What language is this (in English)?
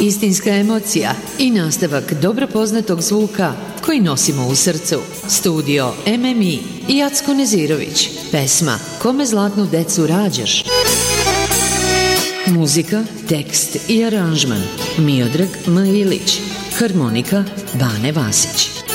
Serbian